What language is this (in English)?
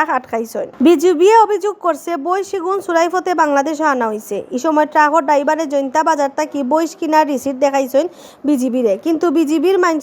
Sylheti